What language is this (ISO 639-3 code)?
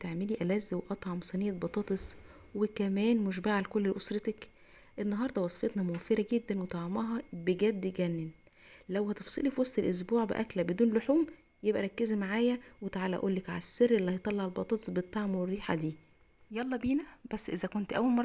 arz